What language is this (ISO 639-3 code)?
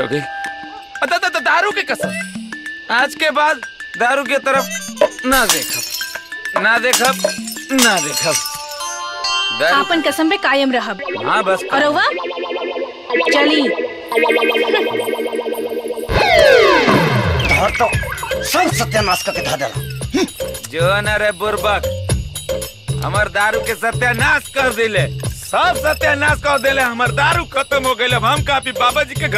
bho